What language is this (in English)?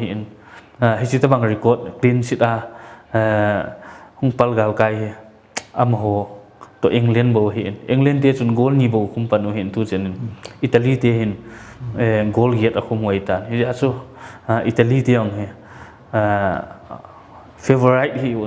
Paite Chin